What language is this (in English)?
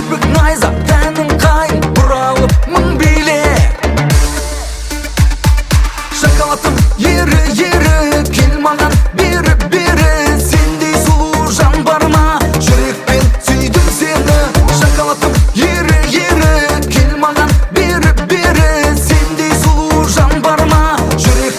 Kazakh